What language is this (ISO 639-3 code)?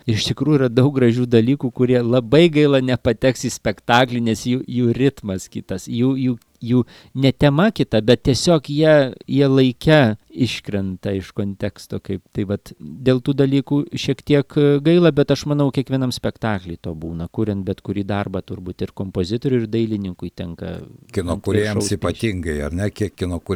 lit